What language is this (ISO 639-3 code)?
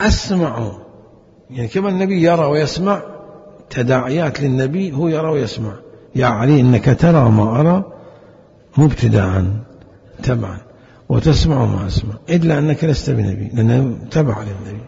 acm